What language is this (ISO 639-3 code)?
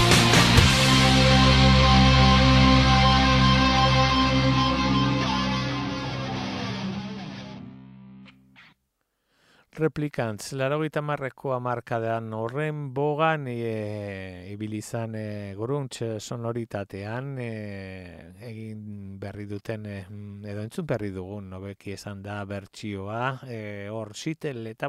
eus